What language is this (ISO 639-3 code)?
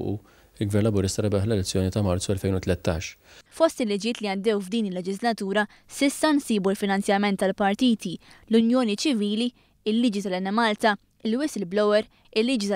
mlt